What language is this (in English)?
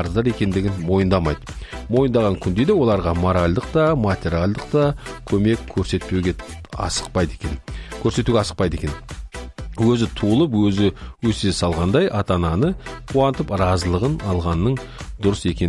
Kazakh